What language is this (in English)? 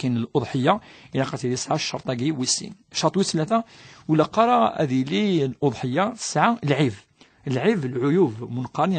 Kabyle